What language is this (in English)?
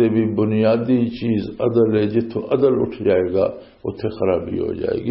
Western Panjabi